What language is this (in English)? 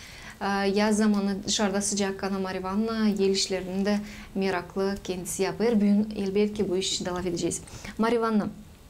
Gagauz